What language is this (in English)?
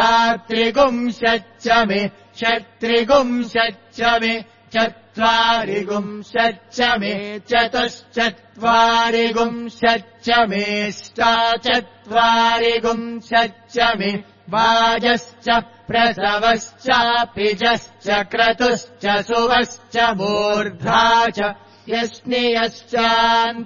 Sanskrit